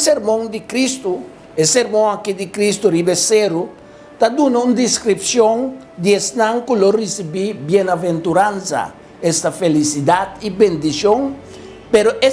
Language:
Papiamento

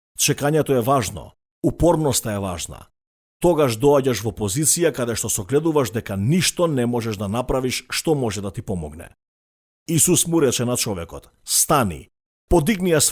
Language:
Macedonian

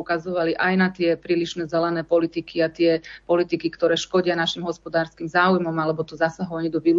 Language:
Slovak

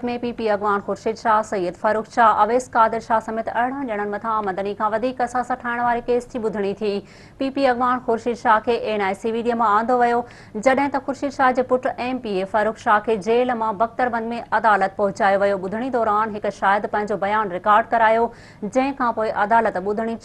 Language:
Sindhi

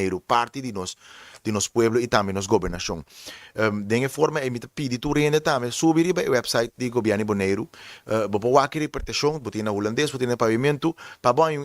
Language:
Papiamento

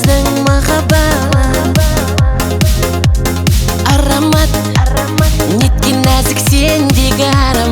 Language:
Kazakh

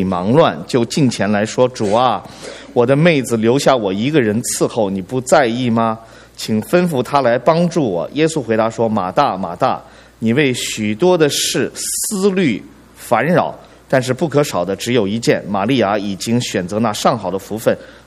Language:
Chinese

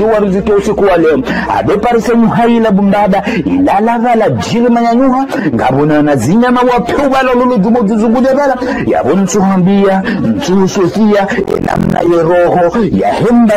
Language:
Ngazidja Comorian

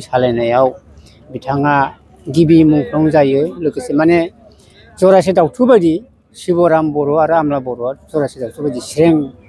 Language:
Bodo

